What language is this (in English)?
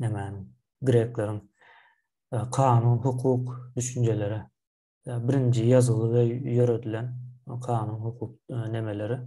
Turkmen